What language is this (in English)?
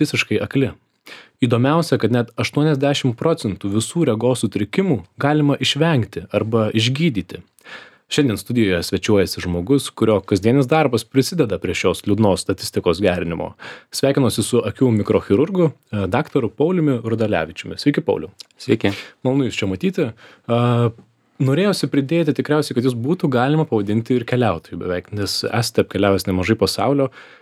Lithuanian